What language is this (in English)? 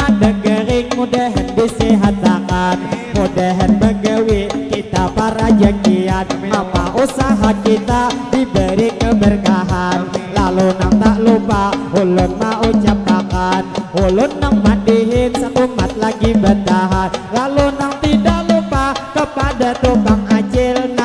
Banjar